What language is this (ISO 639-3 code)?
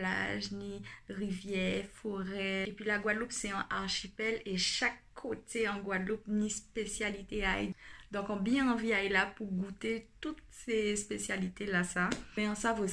gcf